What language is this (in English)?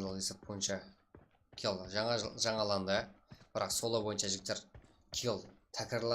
Kara-Kalpak